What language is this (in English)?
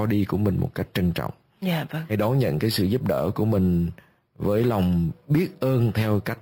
Vietnamese